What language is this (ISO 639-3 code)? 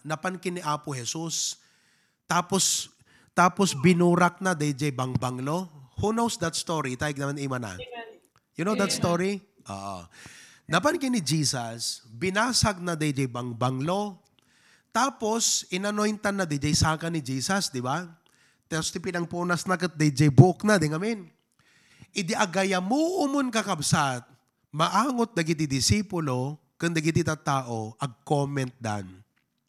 ilo